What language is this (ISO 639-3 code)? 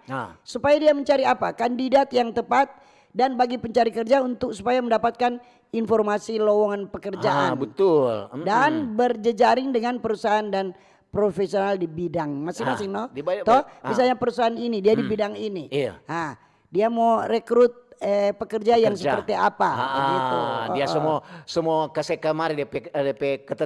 xmm